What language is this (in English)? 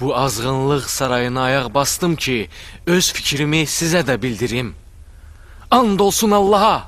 Azerbaijani